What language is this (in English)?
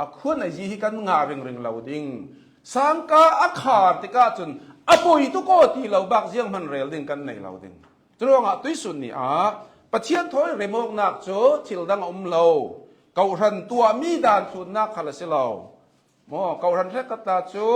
Hakha Chin